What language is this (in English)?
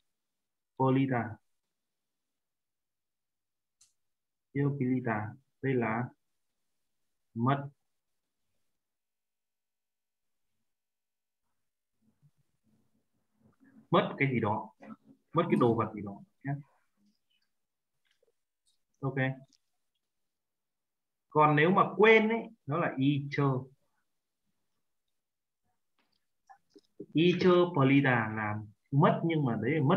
Vietnamese